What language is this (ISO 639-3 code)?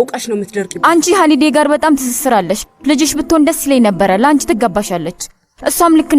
amh